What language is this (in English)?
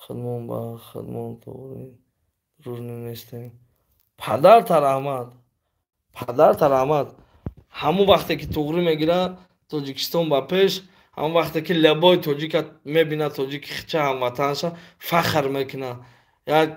Tajik